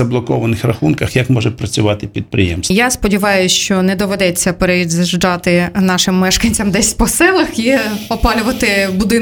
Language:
Ukrainian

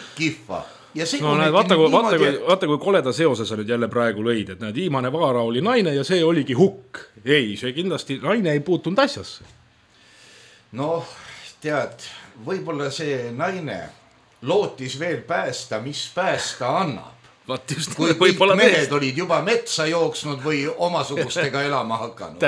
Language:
Estonian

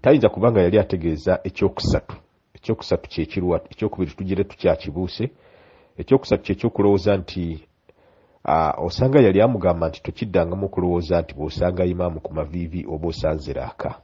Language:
Ganda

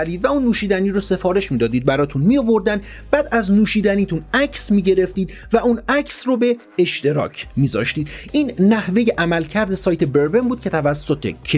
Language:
Persian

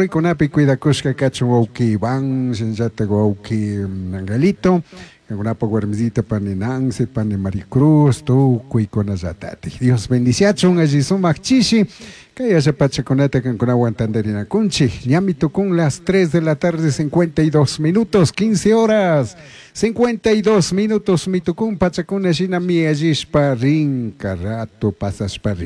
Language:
Chimborazo Highland Quichua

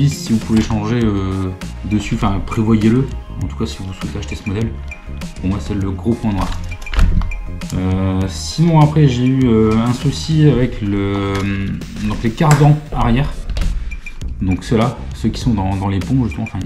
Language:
French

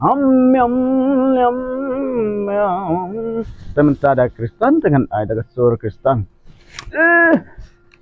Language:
Khasi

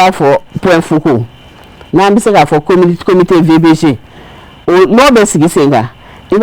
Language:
Bambara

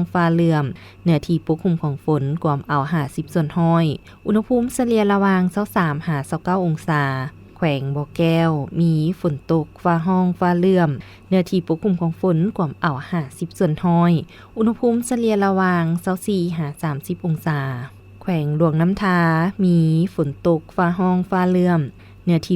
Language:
Lao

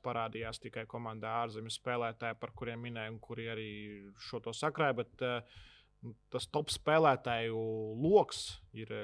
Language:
Latvian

